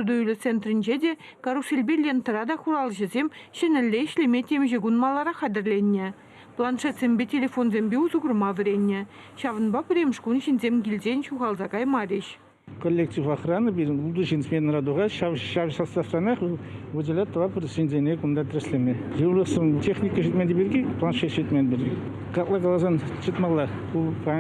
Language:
Chuvash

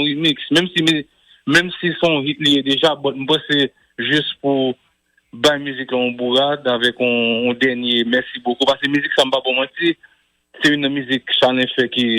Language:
Haitian Creole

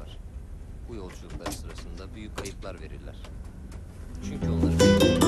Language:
Turkish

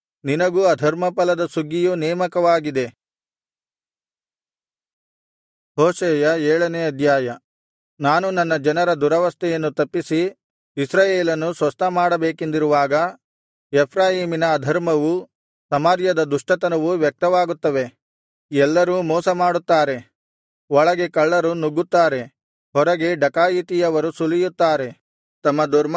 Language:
Kannada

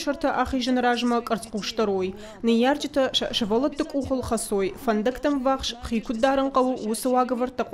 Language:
Ossetic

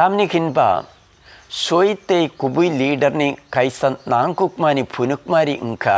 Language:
Kok Borok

